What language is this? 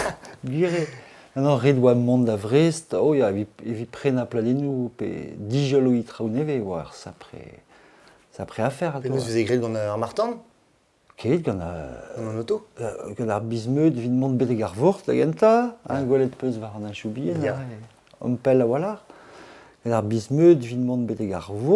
Breton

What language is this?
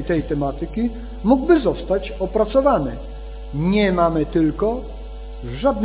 Polish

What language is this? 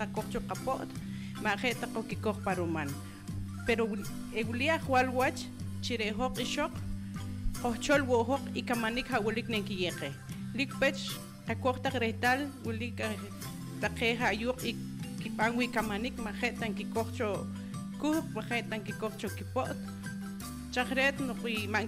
Poqomchi'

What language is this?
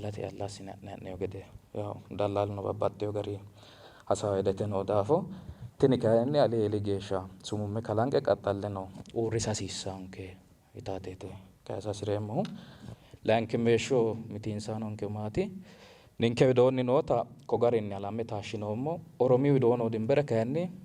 Sidamo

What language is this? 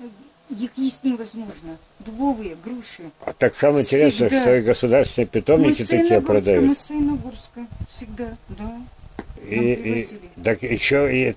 Russian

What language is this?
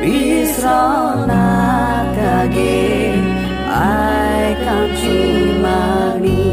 Konkani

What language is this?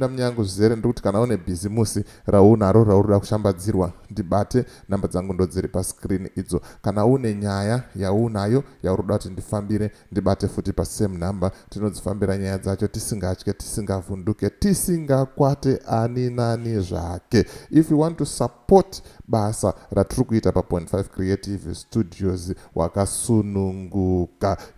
Shona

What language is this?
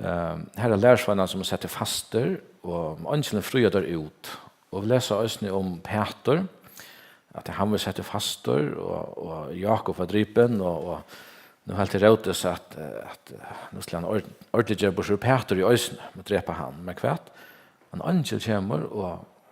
Faroese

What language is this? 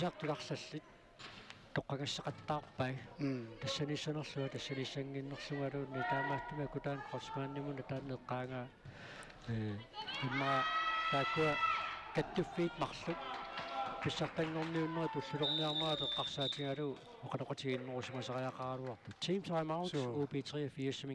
Kalaallisut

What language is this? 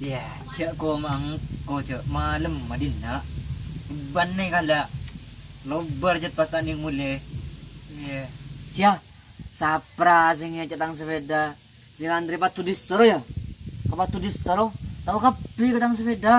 Madurese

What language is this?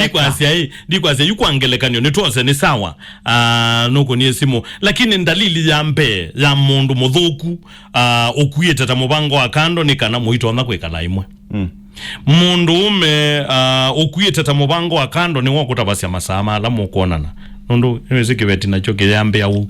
Kamba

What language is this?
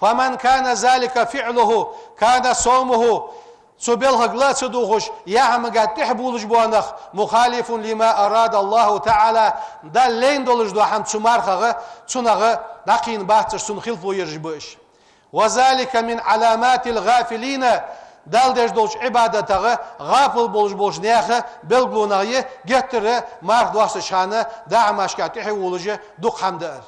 Ingush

